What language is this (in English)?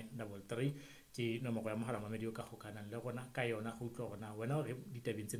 Southern Sotho